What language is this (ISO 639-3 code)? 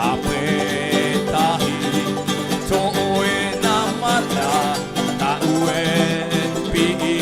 tah